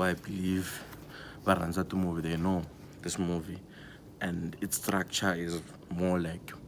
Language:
Tsonga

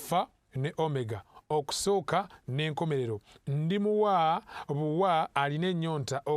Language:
Ganda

